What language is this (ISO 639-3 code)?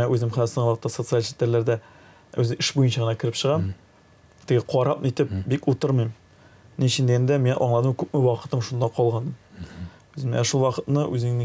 tat